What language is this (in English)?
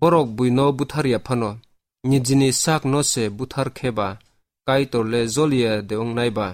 Kok Borok